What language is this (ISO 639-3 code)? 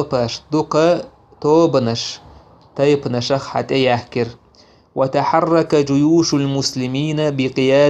che